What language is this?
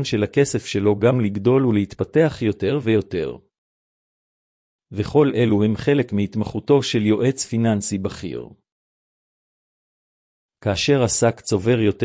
Hebrew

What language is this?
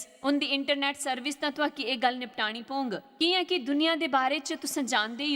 Dogri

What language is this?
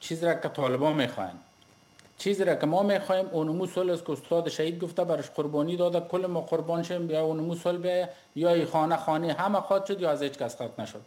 Persian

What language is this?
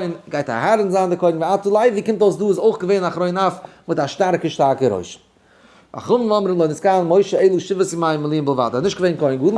Yiddish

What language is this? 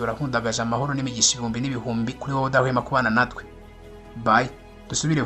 Kinyarwanda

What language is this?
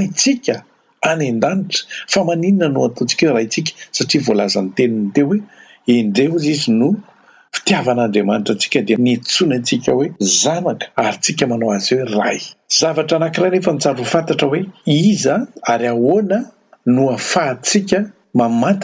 Malagasy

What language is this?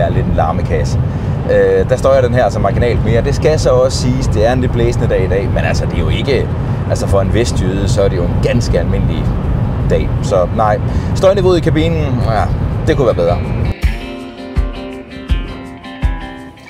Danish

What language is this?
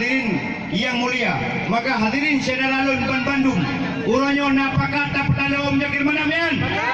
Achinese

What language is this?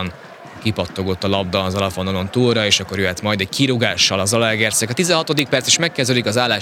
Hungarian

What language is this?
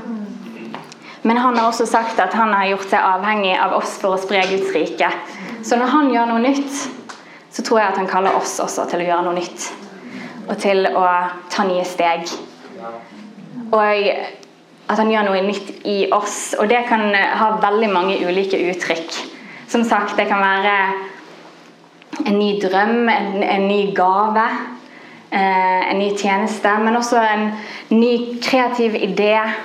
Norwegian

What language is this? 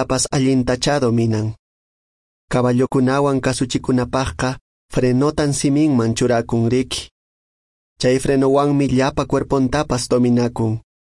Quechua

